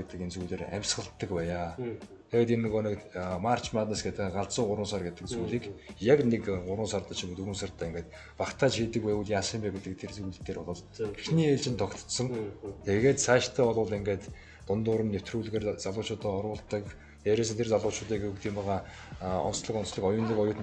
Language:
Mongolian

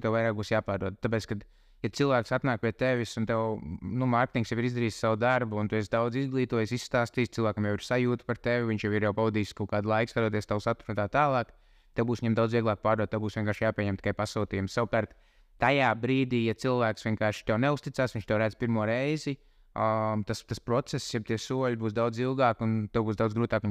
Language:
Latvian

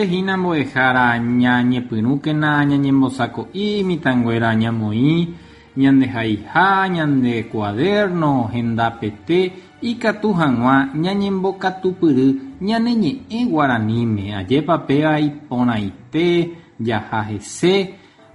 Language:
Guarani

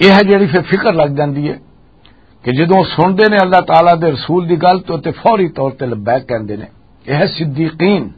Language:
Western Panjabi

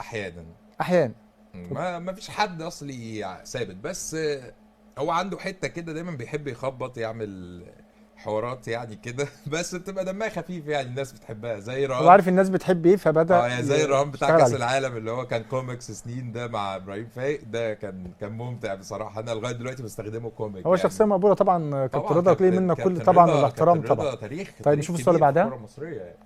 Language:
Egyptian Arabic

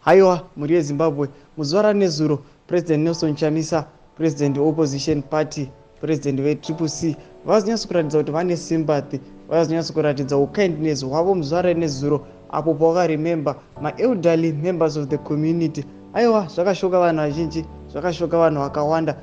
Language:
Shona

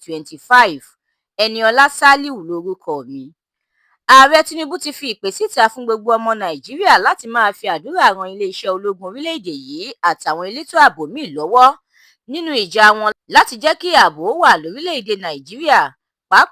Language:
Yoruba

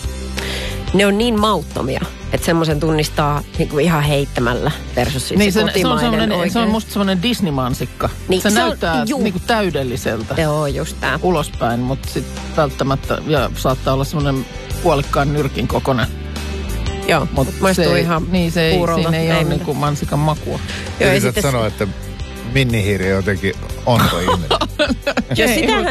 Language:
Finnish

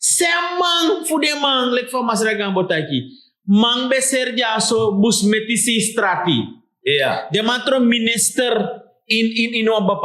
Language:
Sranan Tongo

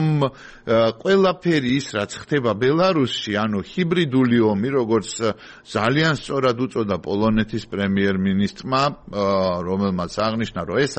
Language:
Georgian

